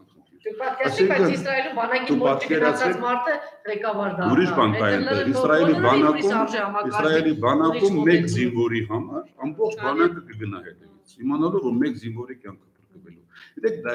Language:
Armenian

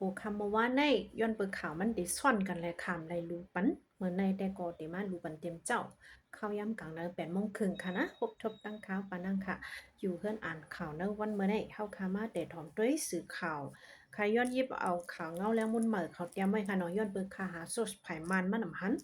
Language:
Shan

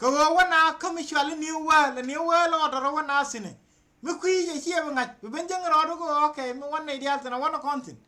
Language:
Nuer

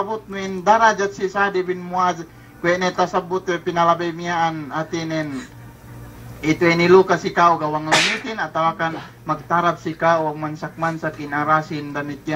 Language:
Yakan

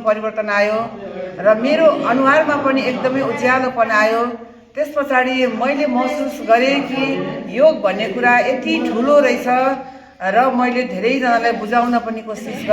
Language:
Nepali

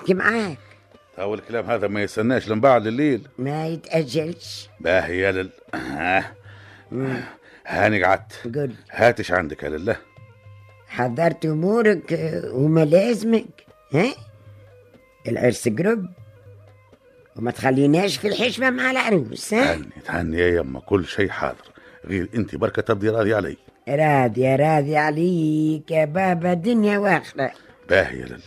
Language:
Tunisian Arabic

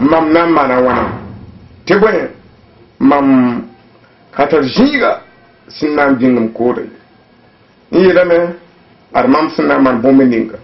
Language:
Mossi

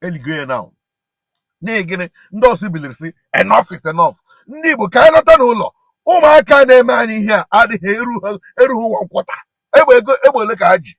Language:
Igbo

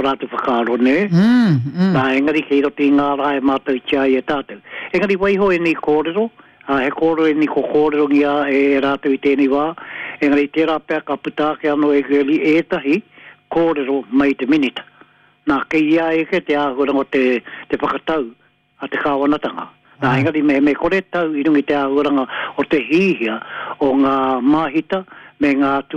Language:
Māori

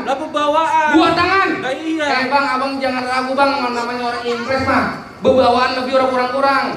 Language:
Betawi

